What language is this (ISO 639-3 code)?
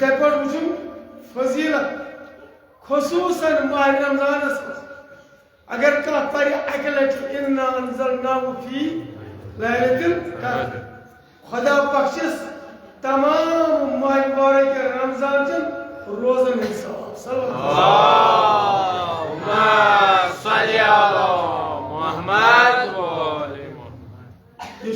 kas